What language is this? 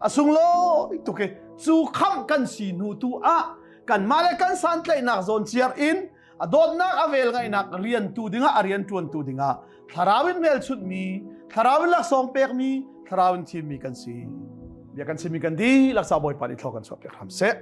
Hakha Chin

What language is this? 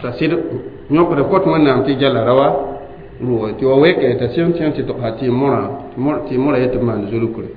Mossi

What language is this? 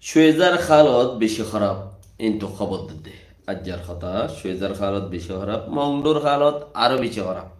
Rohingya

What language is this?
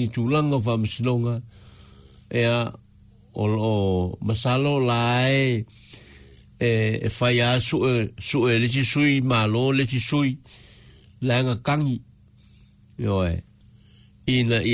Samoan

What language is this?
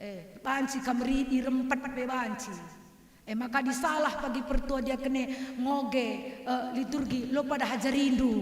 Batak Karo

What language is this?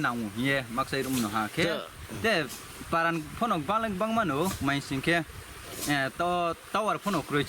Riang (India)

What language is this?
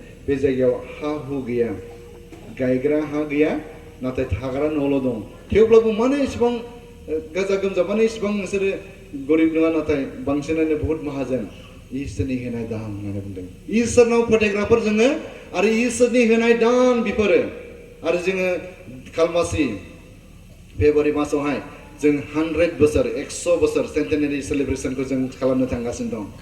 Bodo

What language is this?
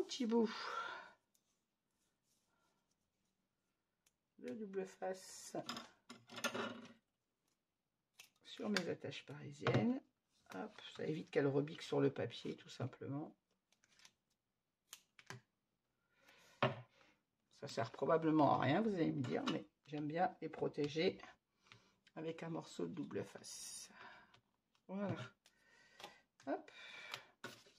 French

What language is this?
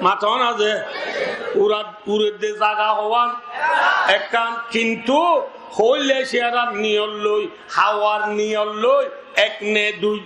Rohingya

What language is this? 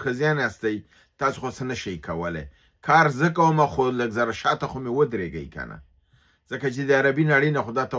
Pashto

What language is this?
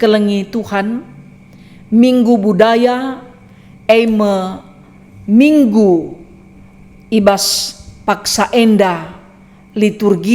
Batak Karo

